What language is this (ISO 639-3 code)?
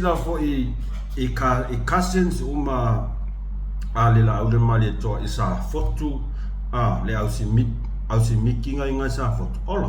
smo